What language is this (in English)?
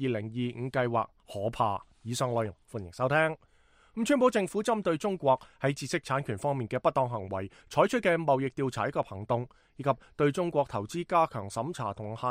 Cantonese